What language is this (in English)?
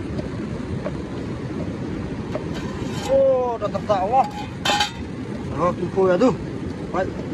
Malay